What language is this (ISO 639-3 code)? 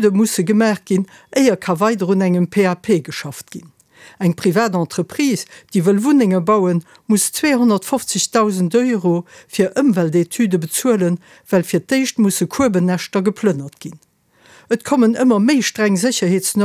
ltz